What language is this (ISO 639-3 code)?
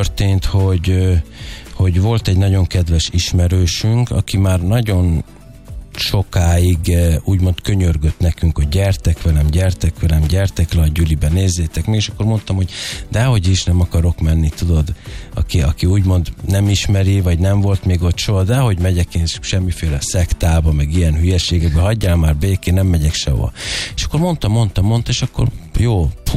hun